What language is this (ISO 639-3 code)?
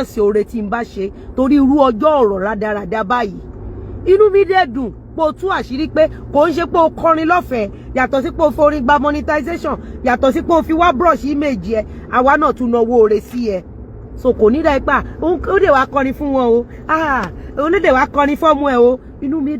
yor